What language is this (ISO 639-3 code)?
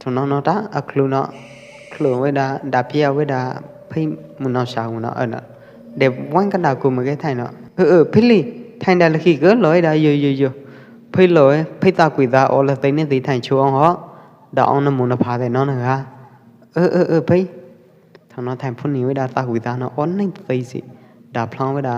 kjp